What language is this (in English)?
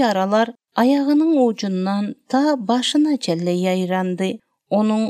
Turkmen